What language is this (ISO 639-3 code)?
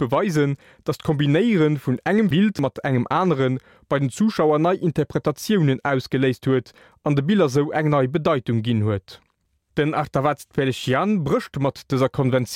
ltz